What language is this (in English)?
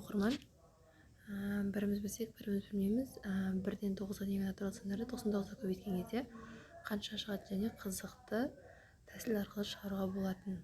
Kazakh